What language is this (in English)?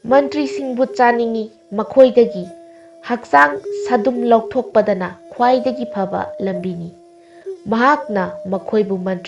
Manipuri